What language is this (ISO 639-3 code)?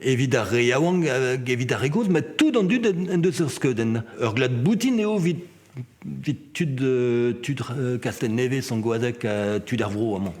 bre